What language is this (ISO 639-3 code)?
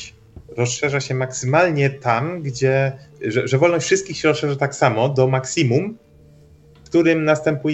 pol